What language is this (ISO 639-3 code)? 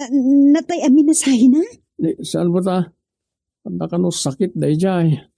ilo